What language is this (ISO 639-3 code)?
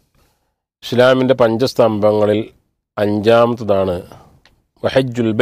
mal